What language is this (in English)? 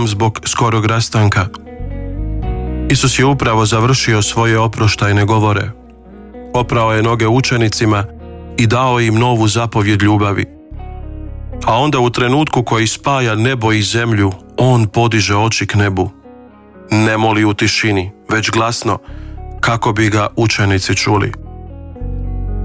Croatian